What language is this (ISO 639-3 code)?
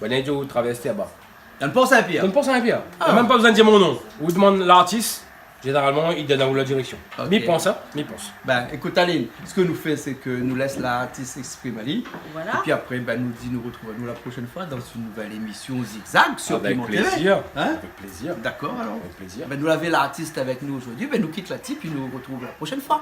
rcf